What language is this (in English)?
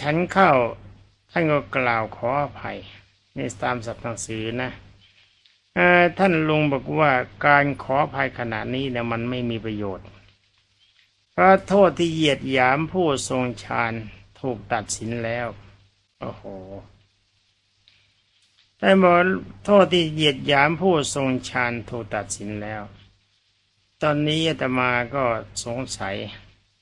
Thai